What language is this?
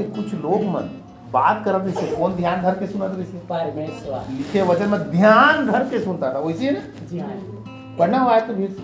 Chhattisgarhi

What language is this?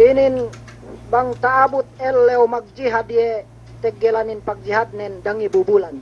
Yakan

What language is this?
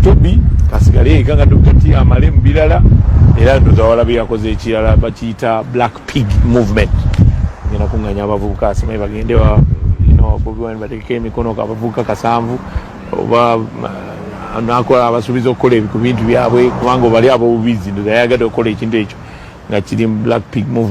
Ganda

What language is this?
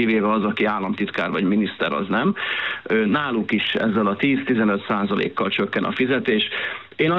Hungarian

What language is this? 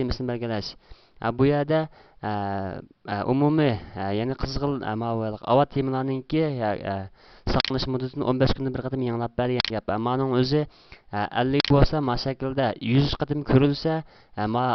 Uyghur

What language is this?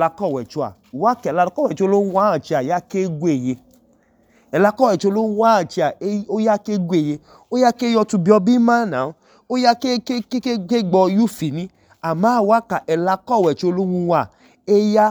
Idoma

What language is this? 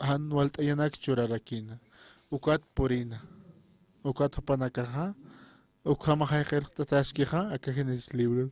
Aymara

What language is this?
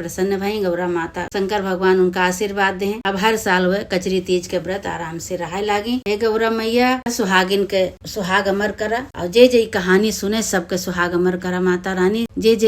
Awadhi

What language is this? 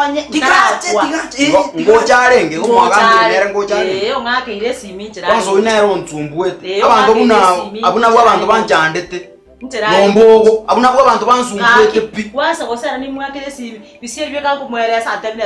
Gusii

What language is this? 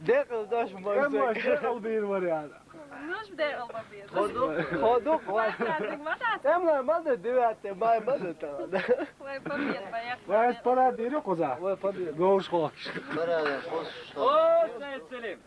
Chechen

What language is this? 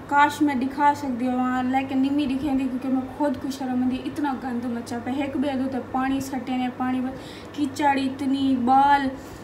Saraiki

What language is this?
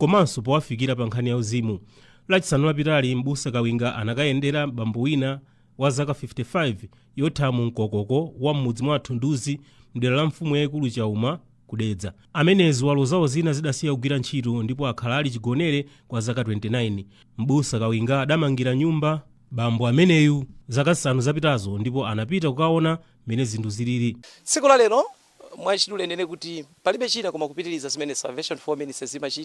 Nyanja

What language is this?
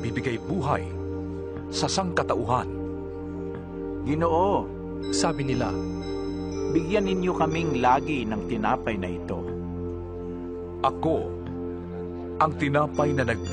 Filipino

